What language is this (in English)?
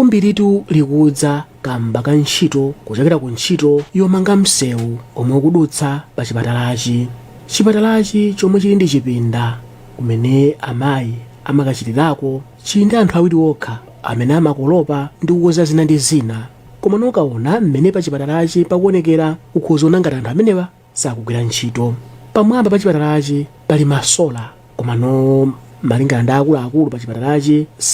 Nyanja